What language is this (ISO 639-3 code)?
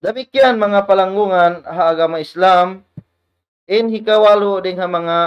tsg